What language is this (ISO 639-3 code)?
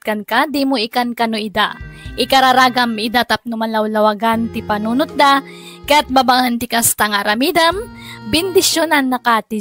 ilo